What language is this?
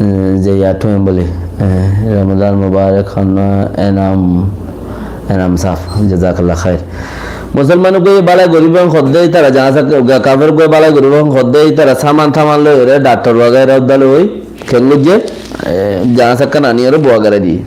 Rohingya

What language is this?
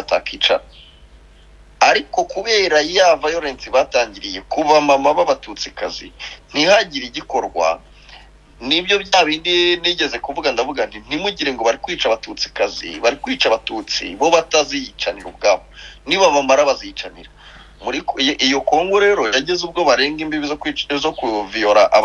Kinyarwanda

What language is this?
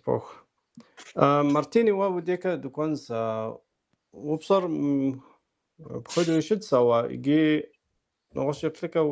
Kabardian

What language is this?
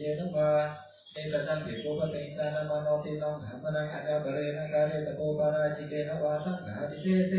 Pali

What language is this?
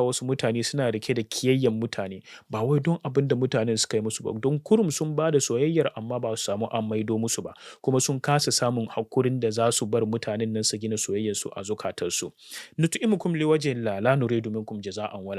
Hausa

